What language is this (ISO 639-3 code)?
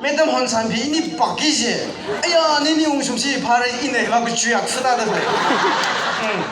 nmf